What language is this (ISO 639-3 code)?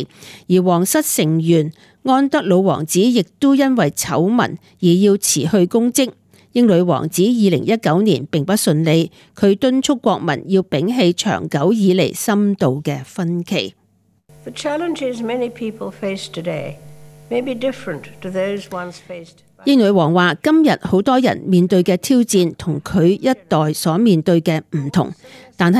yue